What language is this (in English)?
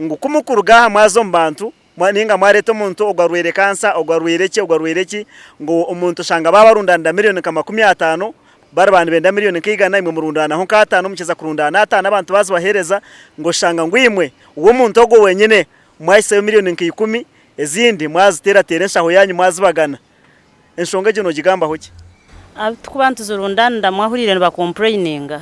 Nyankole